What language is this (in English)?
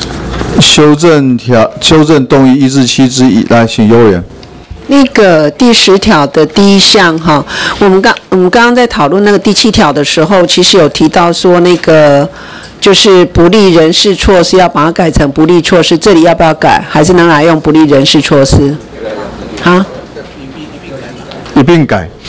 Chinese